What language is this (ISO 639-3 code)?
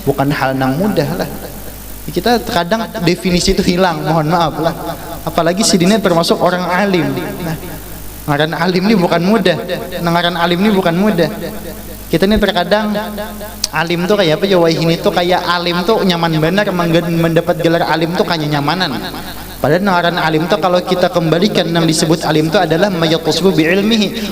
bjn